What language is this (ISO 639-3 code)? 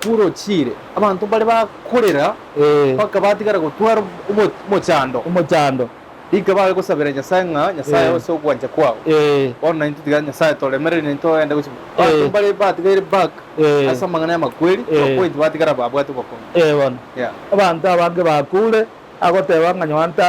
guz